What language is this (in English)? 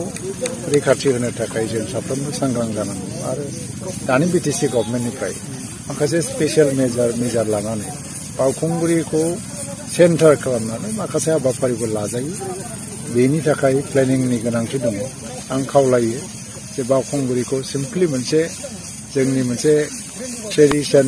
Bodo